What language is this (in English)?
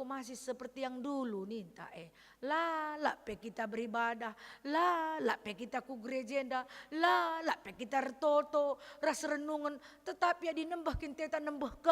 Batak Karo